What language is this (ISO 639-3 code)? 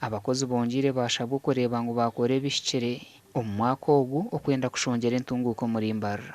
nyn